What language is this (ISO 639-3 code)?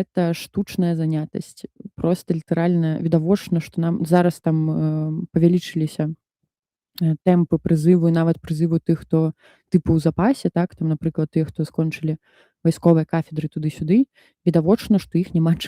bel